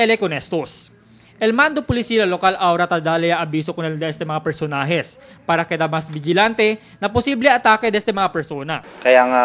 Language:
Chavacano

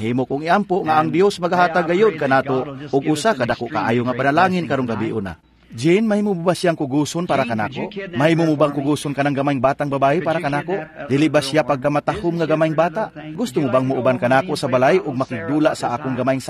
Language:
Cebuano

